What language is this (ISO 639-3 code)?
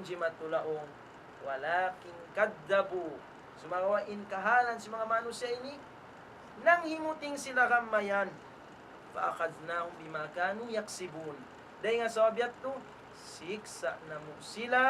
tsg